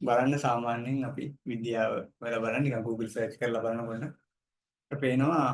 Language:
Sinhala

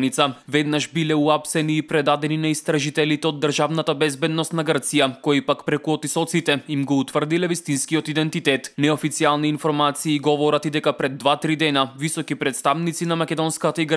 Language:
Macedonian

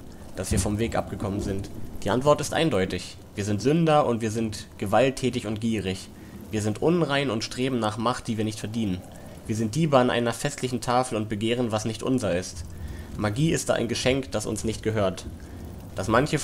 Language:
German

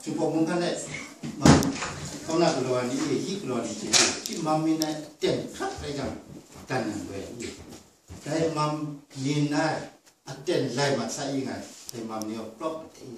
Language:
Kachin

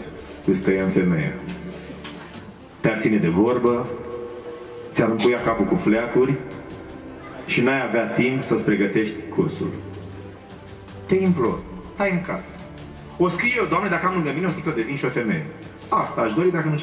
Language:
Romanian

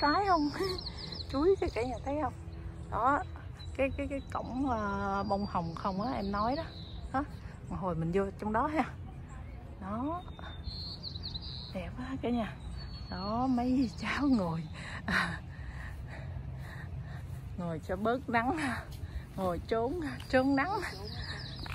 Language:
Vietnamese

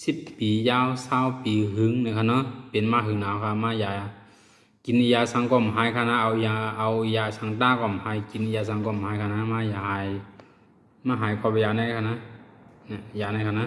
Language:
Shan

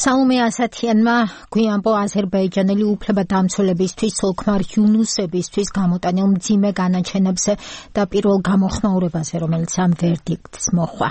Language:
Georgian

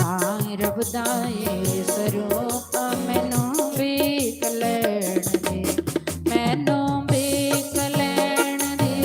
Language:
Dogri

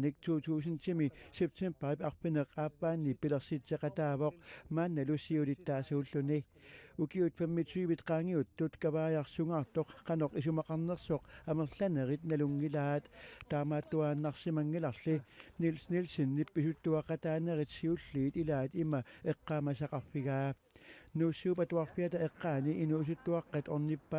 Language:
Kalaallisut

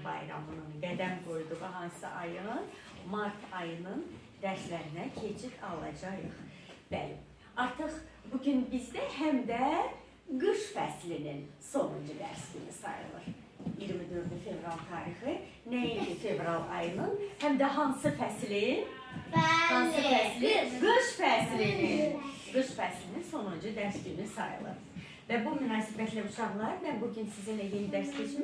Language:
Azerbaijani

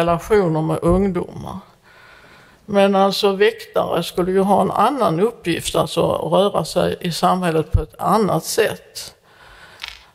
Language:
Swedish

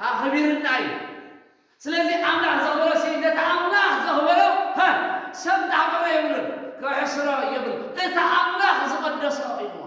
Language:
Tigrinya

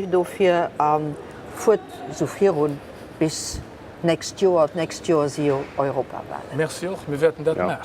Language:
Luxembourgish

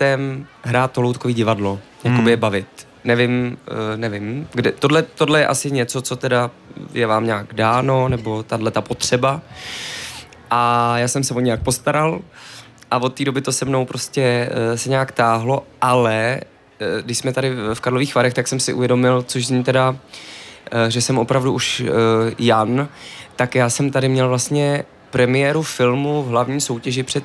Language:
Czech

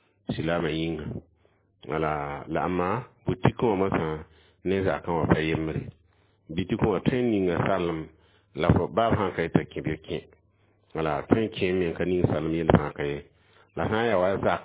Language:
Mossi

